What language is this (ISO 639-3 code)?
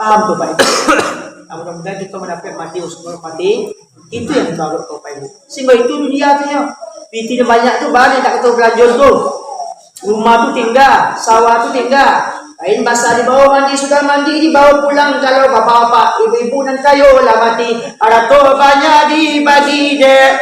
min